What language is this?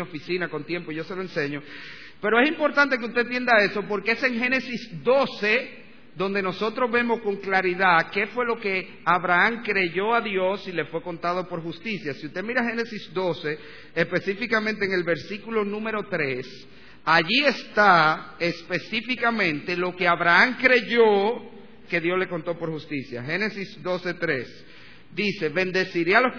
Spanish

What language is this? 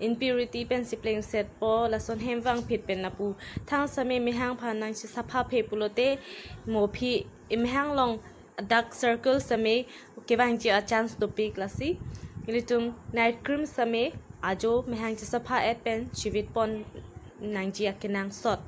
Karbi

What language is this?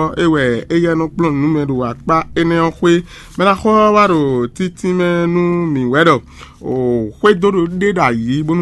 Fon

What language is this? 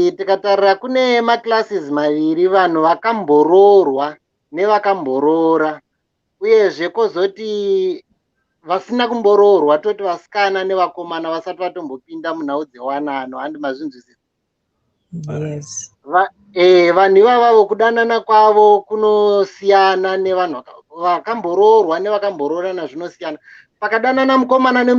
Shona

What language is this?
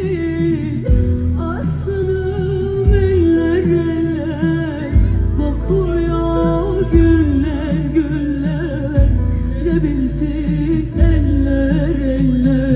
Turkish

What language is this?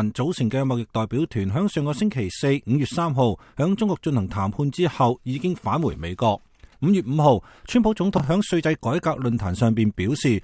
Cantonese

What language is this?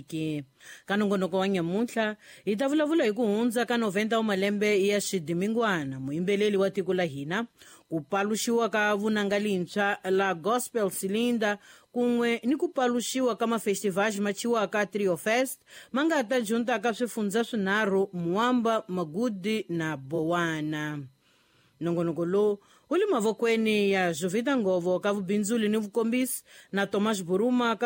Tsonga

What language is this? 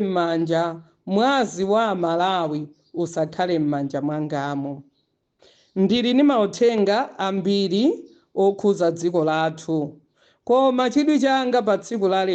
Nyanja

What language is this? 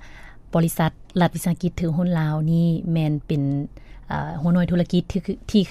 Lao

